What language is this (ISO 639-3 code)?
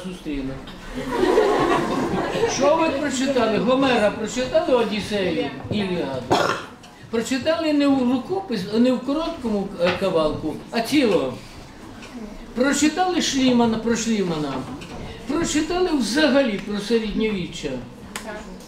ukr